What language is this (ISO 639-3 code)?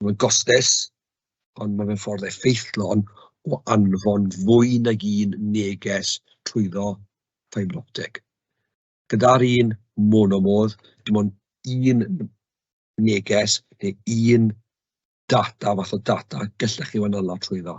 cym